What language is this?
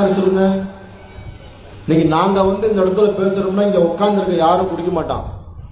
Tamil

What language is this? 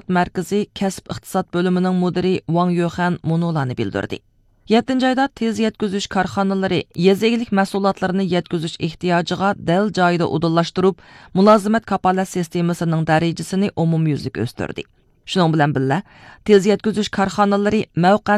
Uyghur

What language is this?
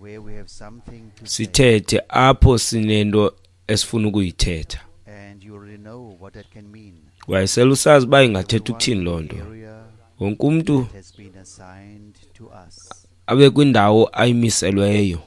Xhosa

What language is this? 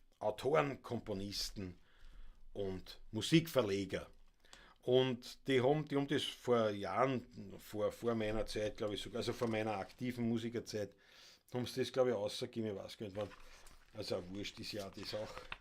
Bavarian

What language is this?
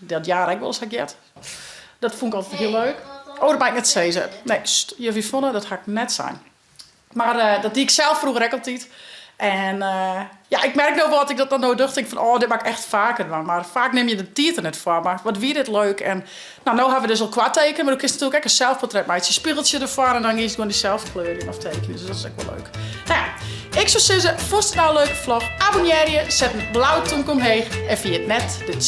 Western Frisian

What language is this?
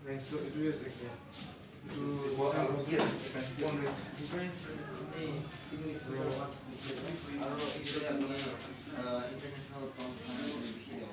Kok Borok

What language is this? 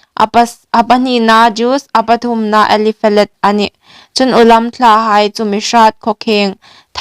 Hmar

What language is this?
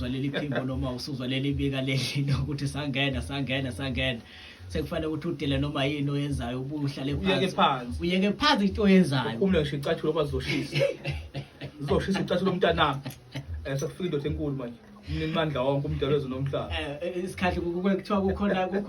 Zulu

